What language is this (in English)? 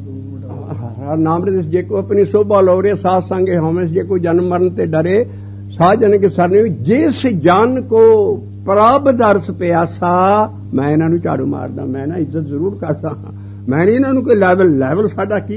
Punjabi